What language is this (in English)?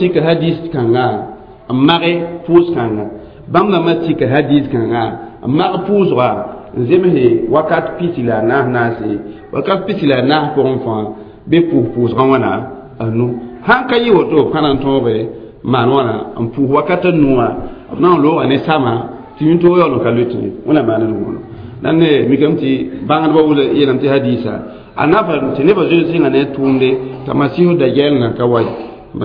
Mossi